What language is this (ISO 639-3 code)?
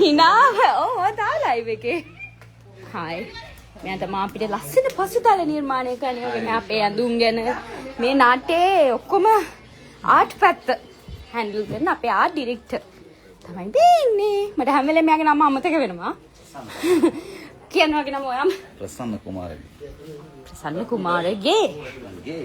sin